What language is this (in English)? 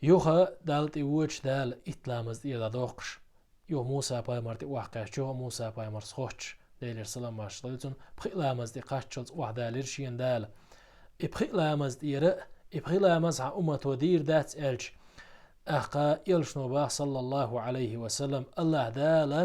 Chechen